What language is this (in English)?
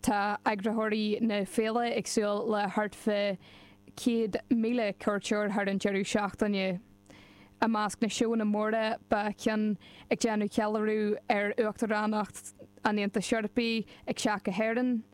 Irish